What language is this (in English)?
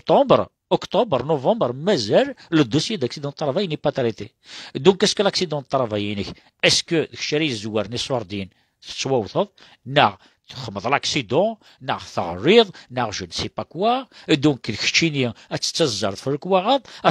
Kabyle